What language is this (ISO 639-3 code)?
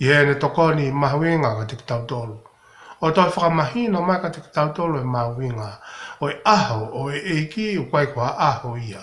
ton